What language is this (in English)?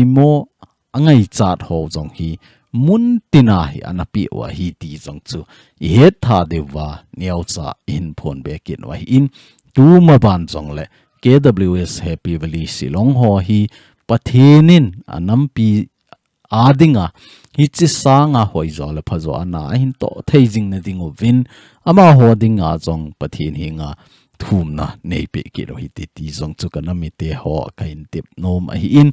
Thado Chin